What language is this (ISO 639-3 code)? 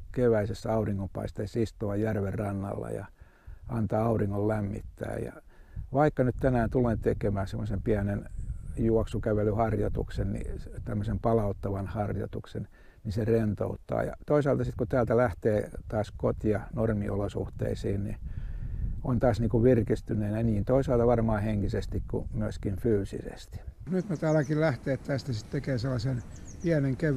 fin